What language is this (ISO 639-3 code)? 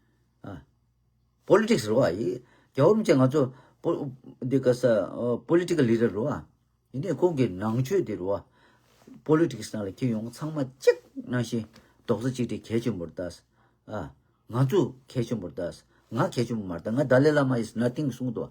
bod